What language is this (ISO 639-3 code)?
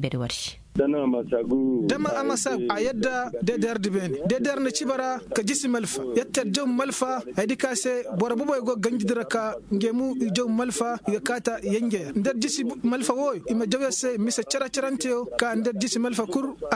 ses